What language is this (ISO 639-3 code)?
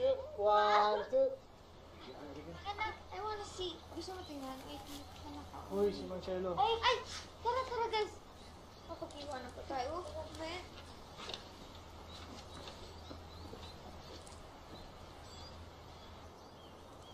fil